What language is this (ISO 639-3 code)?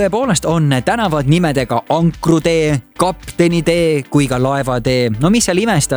est